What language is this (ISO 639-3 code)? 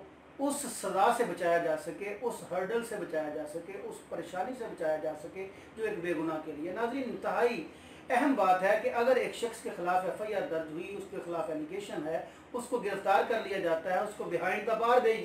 urd